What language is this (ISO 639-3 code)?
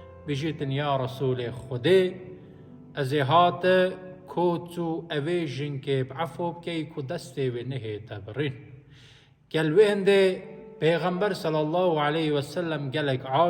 kur